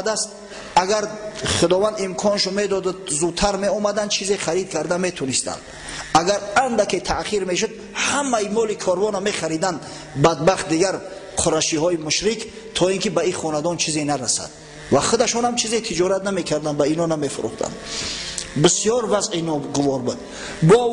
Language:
Tajik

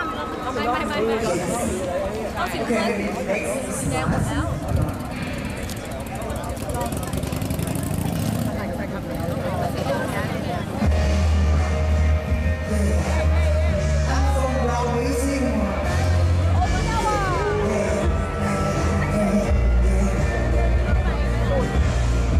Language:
Thai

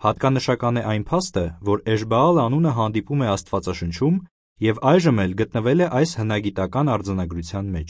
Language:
Armenian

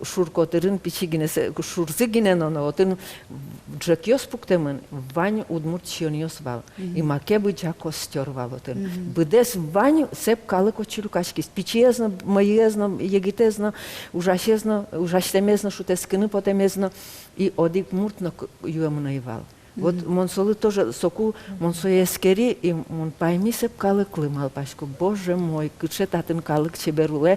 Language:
Udmurt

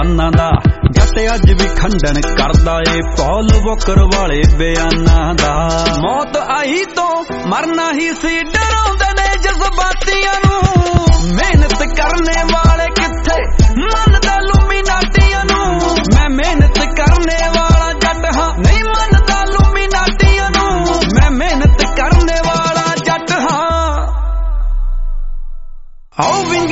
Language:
Punjabi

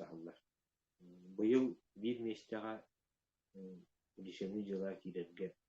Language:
Yakut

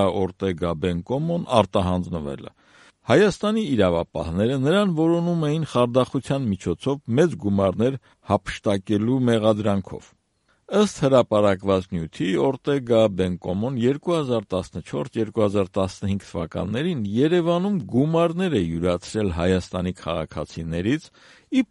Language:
Armenian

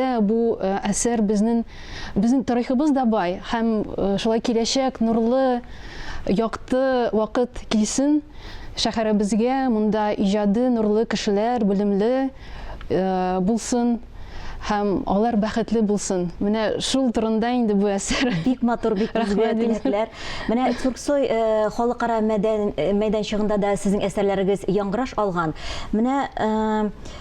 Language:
Tatar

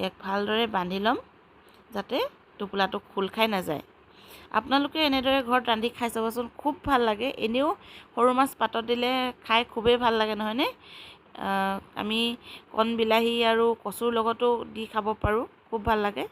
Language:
Assamese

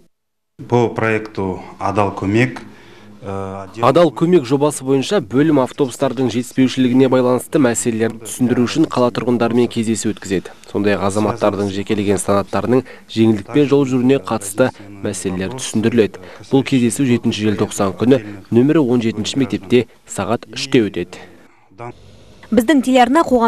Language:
Kazakh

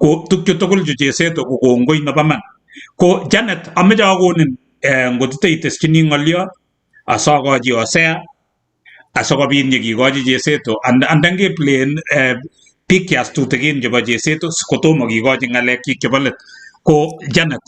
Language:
Kalenjin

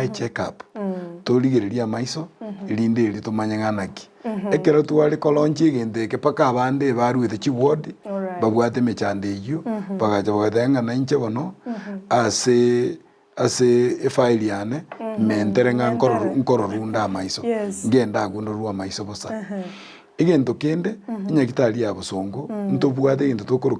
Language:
Gusii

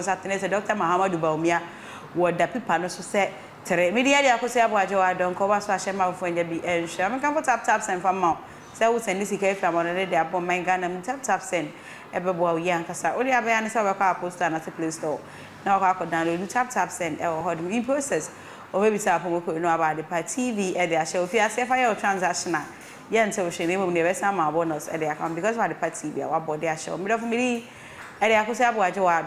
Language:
Akan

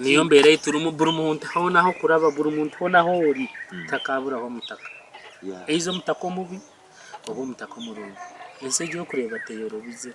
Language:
Nyankole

